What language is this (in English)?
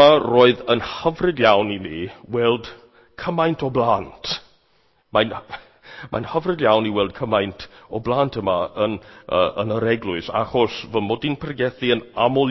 Welsh